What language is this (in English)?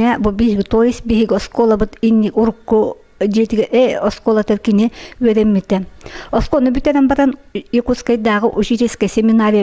Yakut